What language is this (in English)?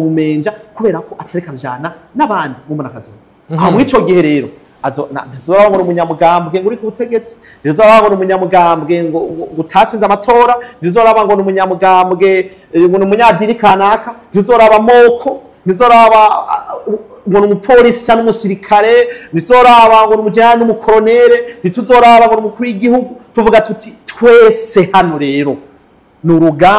Rundi